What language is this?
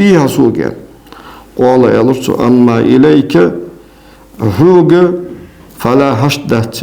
Ingush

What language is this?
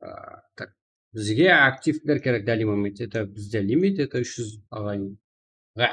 Kara-Kalpak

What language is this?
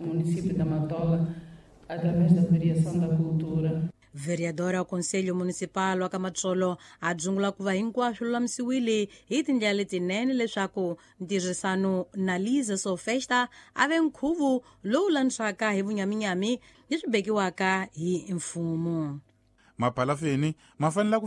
Tsonga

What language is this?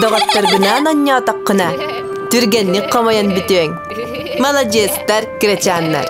Yakut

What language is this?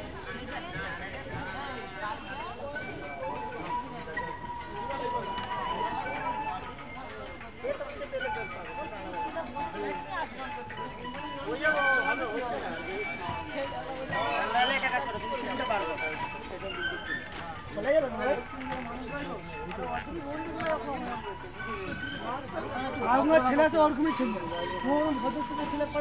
Bangla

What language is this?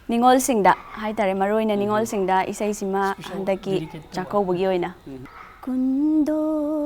Manipuri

